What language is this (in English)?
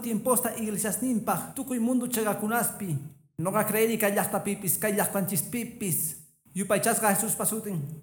Quechua